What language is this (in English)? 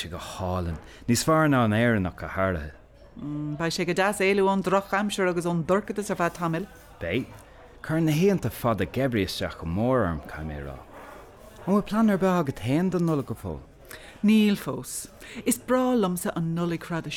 Irish